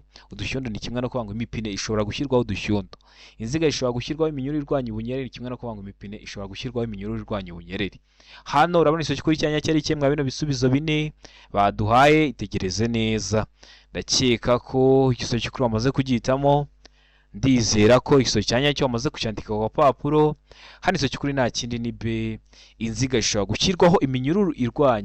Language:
Kinyarwanda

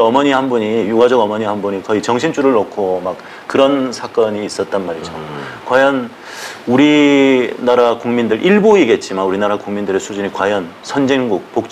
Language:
Korean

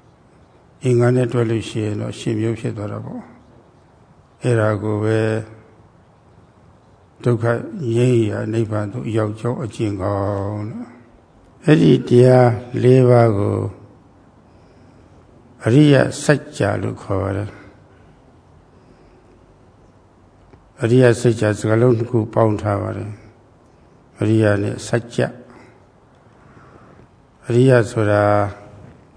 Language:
Burmese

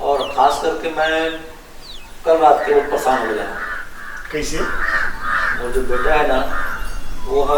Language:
Chhattisgarhi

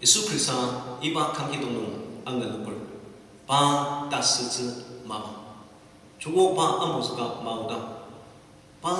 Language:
Ao Naga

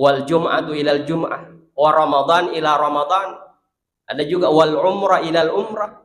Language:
Buginese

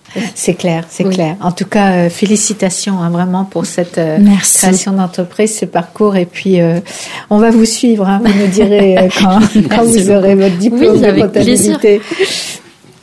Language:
French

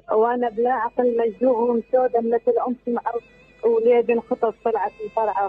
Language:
Mesopotamian Arabic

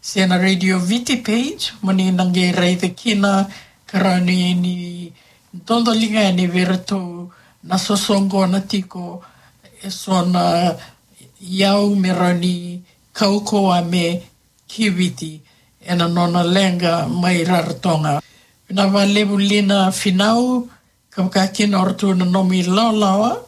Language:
Fijian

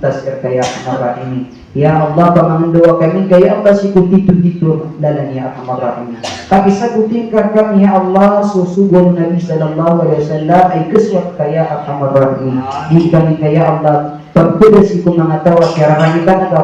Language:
Maranao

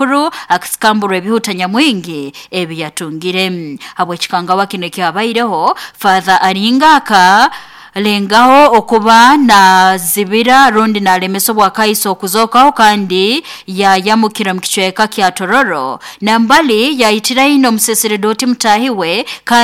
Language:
Nyoro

